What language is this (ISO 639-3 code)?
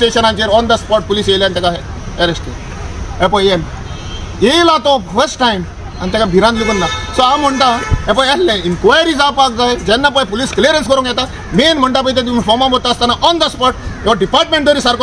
kok